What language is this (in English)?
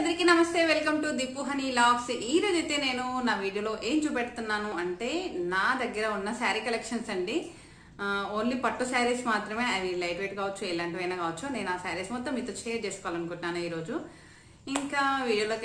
Telugu